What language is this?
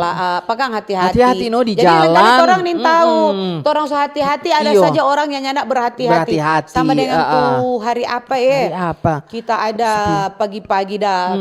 Manado Malay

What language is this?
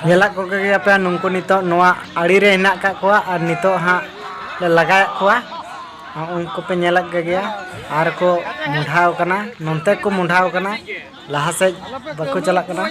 Santali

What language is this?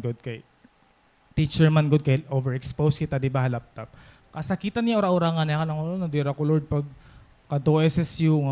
Waray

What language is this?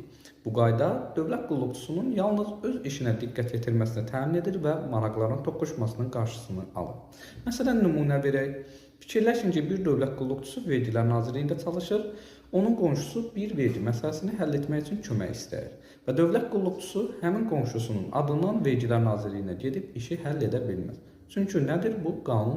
Azerbaijani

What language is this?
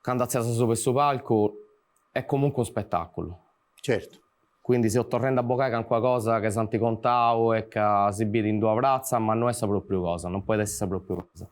Sardinian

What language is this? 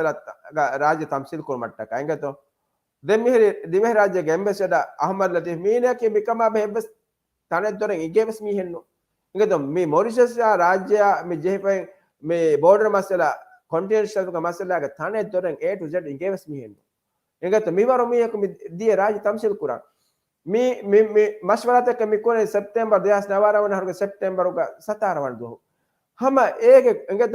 Divehi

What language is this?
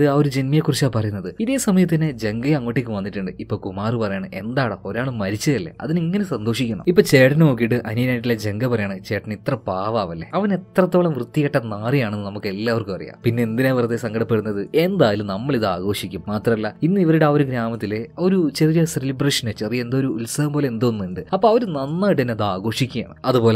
Malayalam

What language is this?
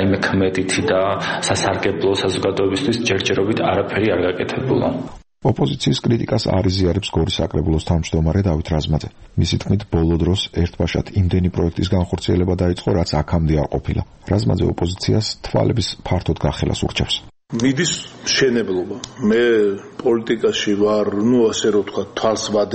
Georgian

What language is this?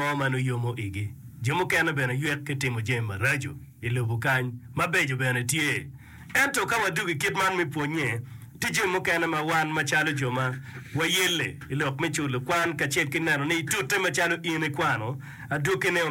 Acoli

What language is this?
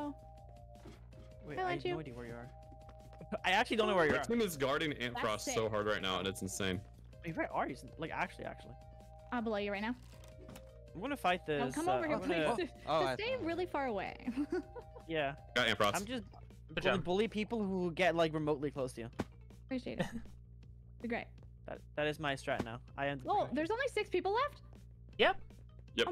English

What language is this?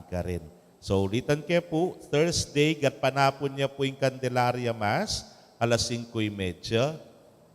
Pampanga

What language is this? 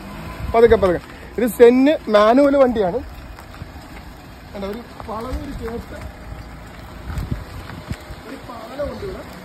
Malayalam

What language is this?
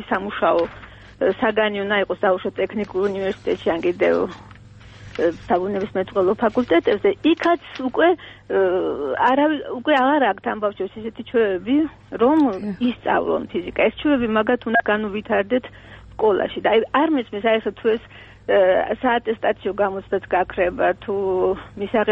Georgian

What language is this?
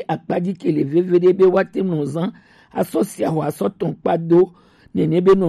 Gen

